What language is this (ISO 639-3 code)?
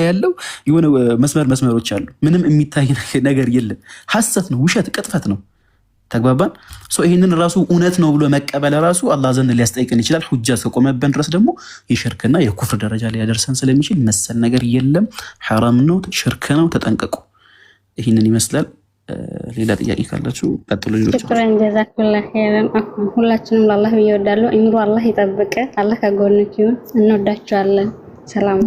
amh